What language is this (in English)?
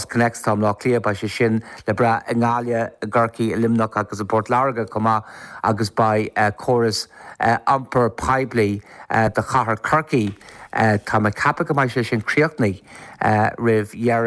Irish